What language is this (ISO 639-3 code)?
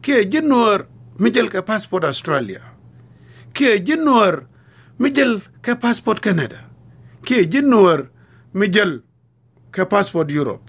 nus